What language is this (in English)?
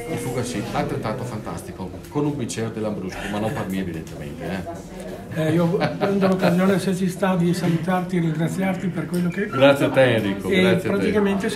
Italian